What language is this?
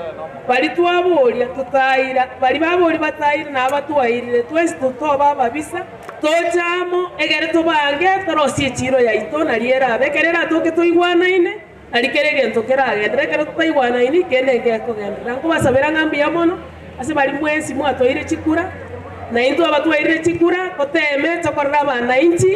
Gusii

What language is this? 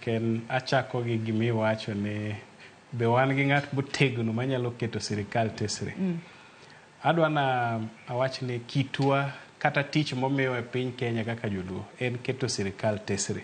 Luo (Kenya and Tanzania)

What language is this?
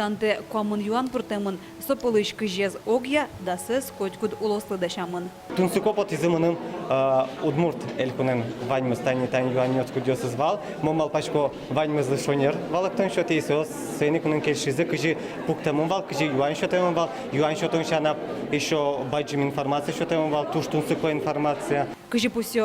Udmurt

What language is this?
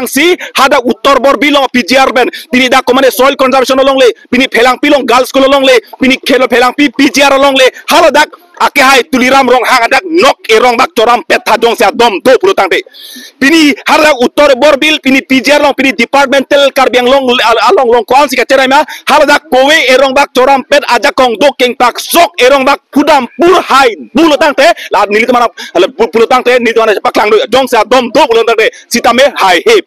Karbi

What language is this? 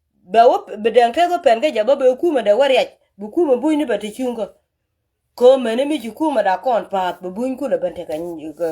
Nuer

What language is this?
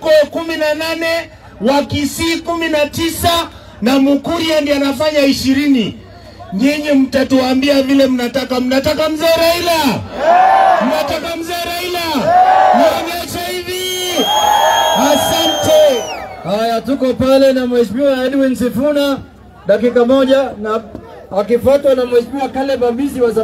Swahili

